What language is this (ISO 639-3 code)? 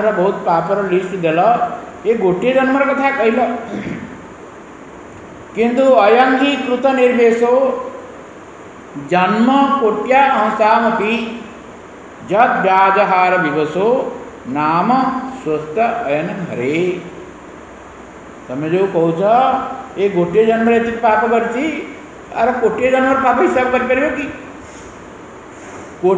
ori